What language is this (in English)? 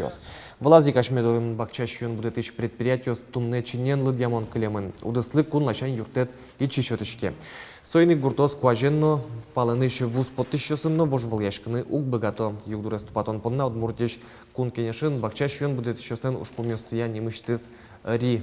Udmurt